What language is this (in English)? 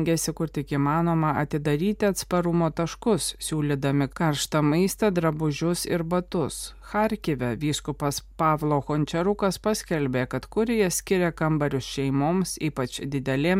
Lithuanian